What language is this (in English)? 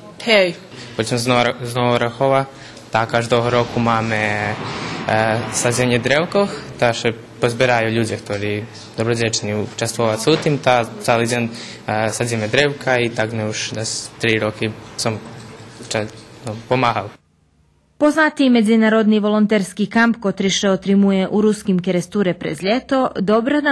Rusyn